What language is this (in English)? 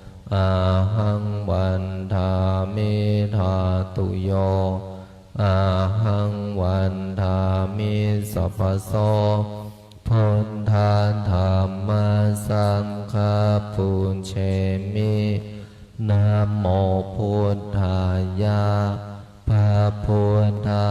Pali